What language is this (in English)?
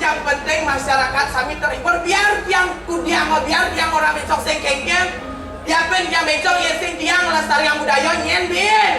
Balinese